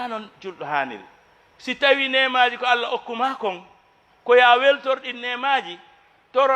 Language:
Fula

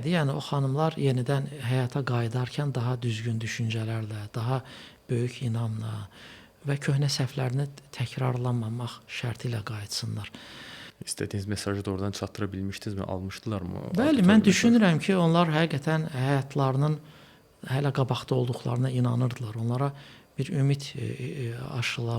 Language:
Azerbaijani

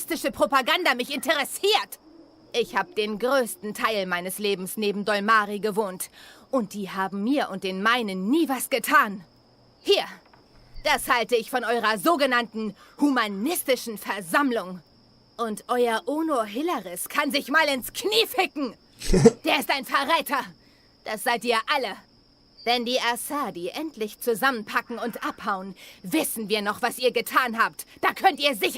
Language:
Swiss German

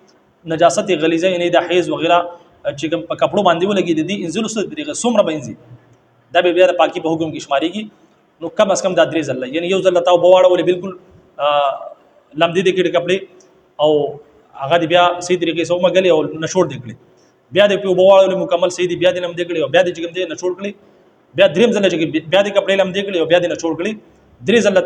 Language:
Pashto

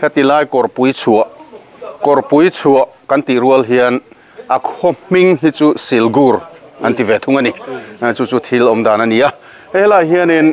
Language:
Mizo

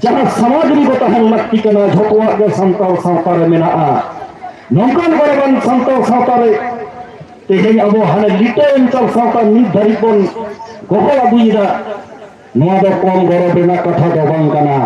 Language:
Santali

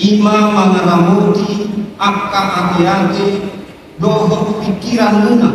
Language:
Batak Toba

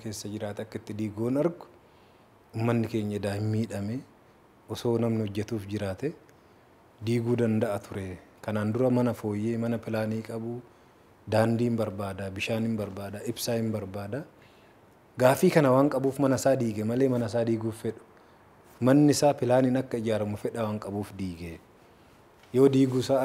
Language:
Oromo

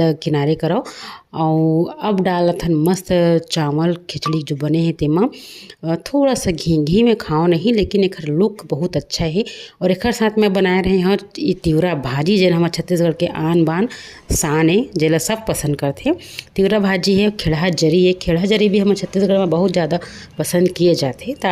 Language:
Chhattisgarhi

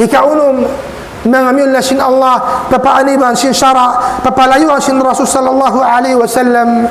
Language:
Tausug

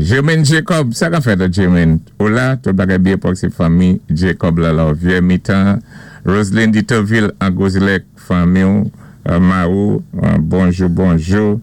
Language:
Saint Lucian Creole French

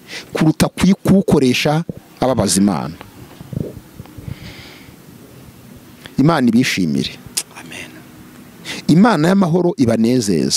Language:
Kinyarwanda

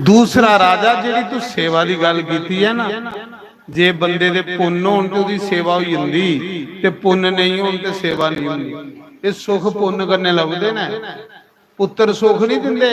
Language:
Dogri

